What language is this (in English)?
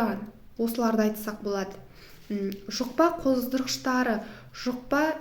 Kazakh